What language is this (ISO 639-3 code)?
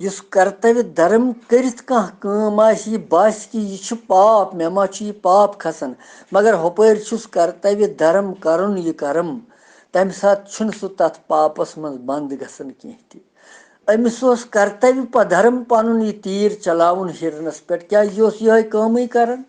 kas